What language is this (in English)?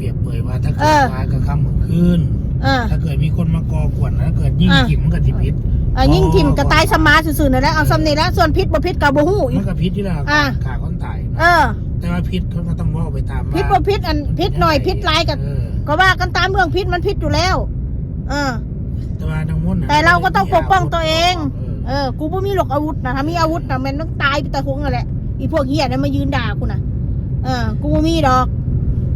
Northeastern Thai